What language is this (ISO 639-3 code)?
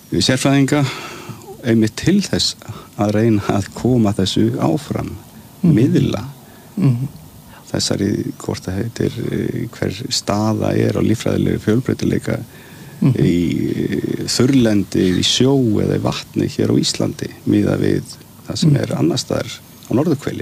isl